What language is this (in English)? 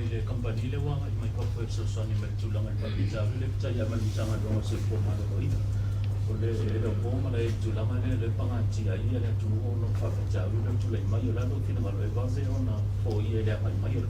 Samoan